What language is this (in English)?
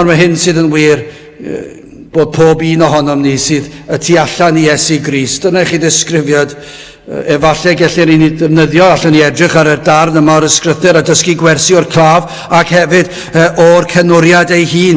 Welsh